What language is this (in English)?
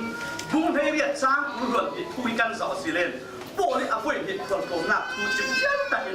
Falam Chin